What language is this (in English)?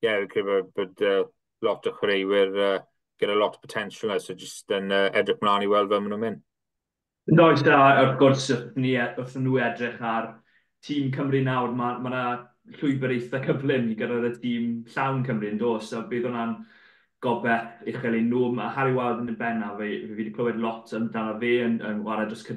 Welsh